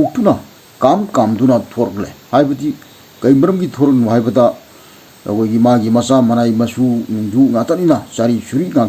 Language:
Manipuri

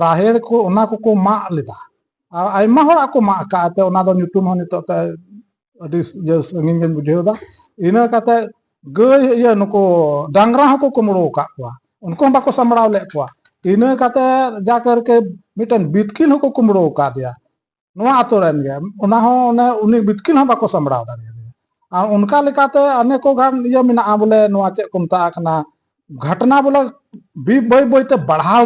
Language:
Santali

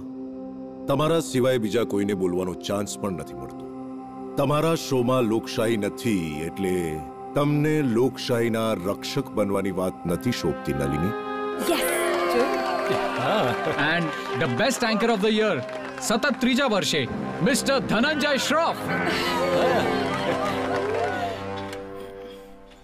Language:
Gujarati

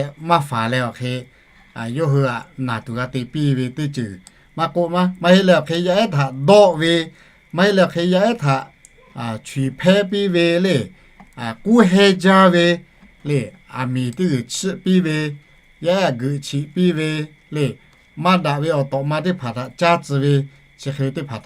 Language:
Lahu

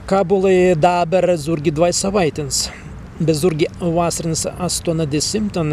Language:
Prussian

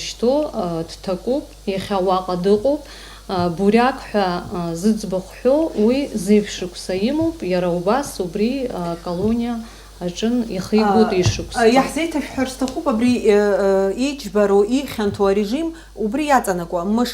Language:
Abkhazian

